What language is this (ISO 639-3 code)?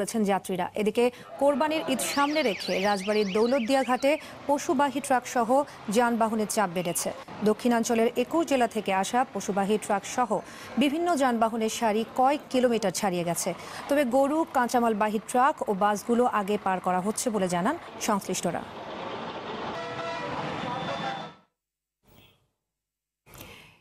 ben